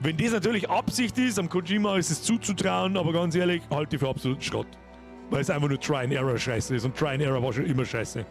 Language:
Bavarian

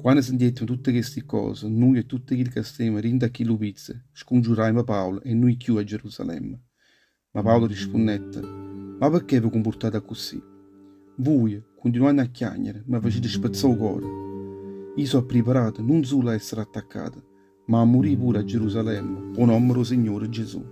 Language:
Neapolitan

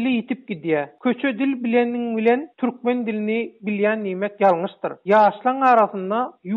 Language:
Turkmen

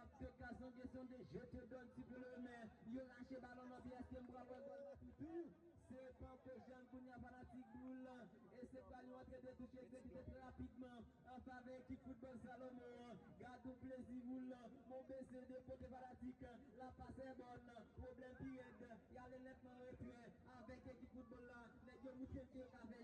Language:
Haitian Creole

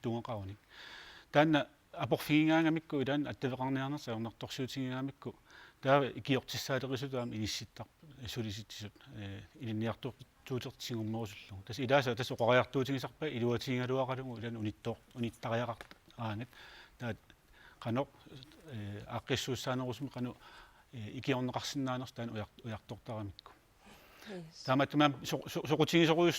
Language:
Kalaallisut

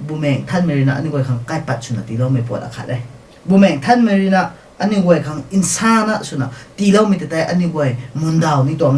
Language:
Rongmei Naga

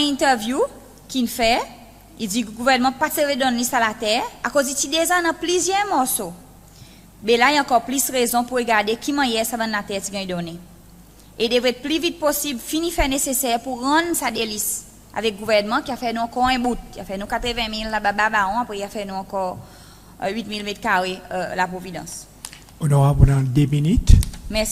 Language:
Seselwa Creole French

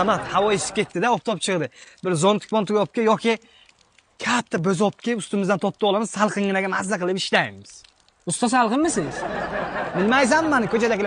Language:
Uzbek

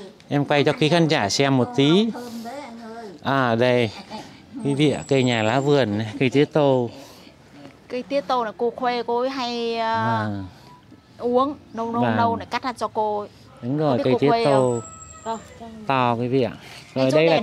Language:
Vietnamese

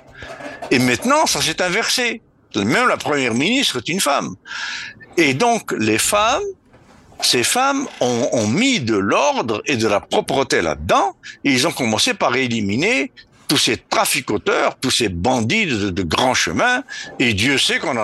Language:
French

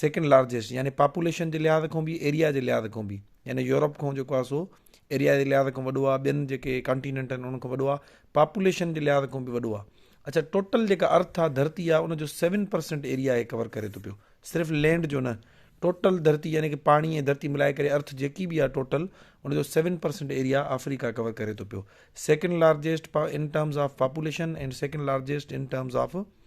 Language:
Sindhi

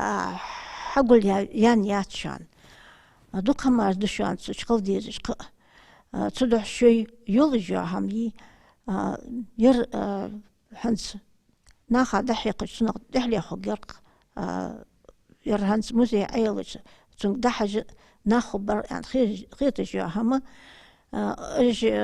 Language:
Ingush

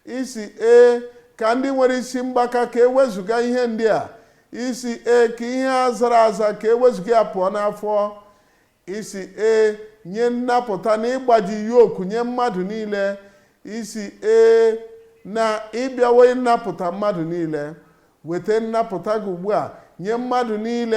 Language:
Igbo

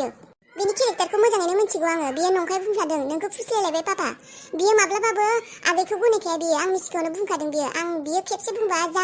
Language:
Bodo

